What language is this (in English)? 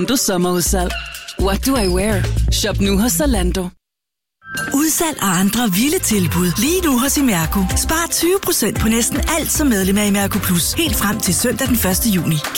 Danish